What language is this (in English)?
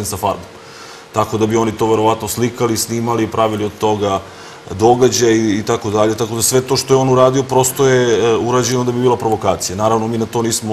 Serbian